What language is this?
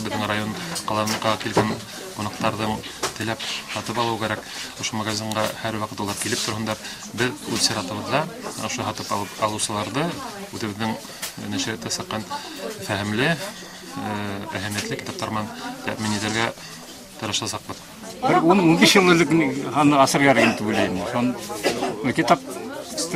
Bashkir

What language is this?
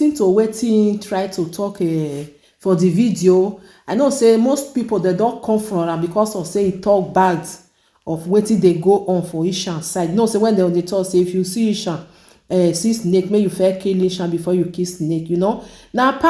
Nigerian Pidgin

